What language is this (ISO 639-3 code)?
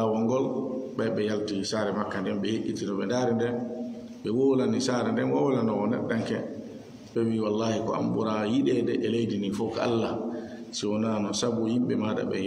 ful